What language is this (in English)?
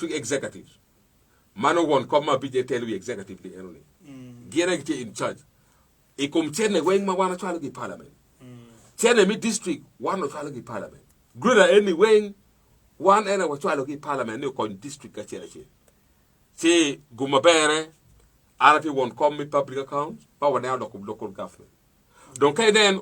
Acoli